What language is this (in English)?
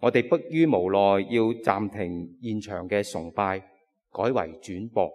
Cantonese